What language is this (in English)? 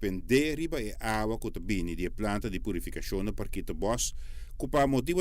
Papiamento